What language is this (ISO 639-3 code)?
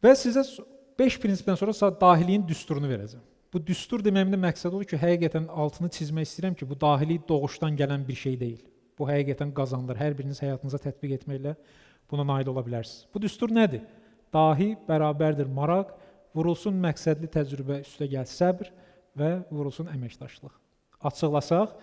aze